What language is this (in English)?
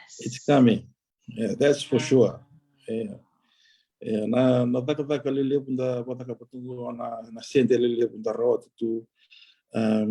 Fijian